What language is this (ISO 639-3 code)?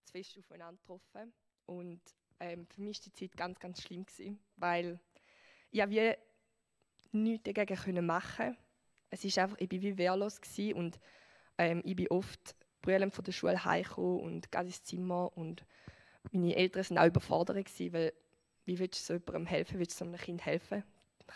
gsw